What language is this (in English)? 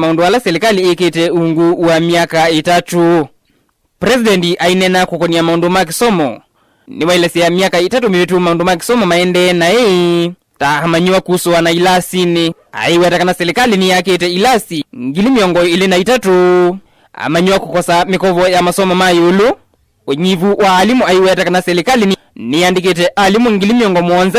Kamba